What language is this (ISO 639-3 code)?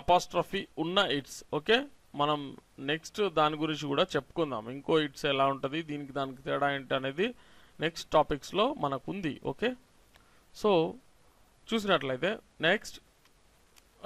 tel